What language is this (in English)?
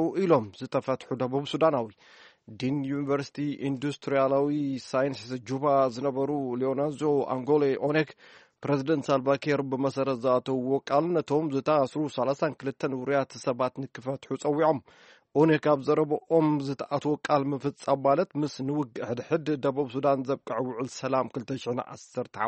Tigrinya